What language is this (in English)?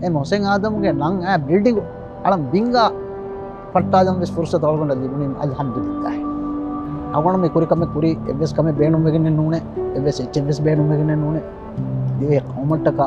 Divehi